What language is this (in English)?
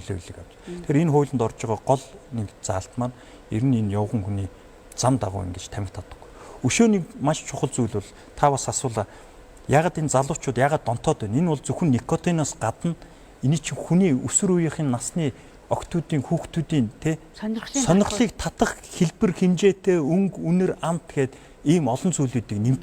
Mongolian